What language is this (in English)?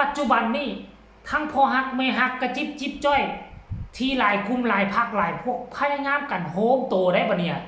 Northeastern Thai